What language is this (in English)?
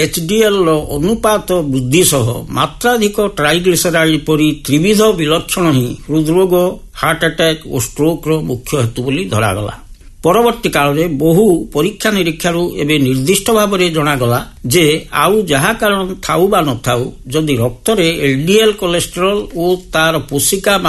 Odia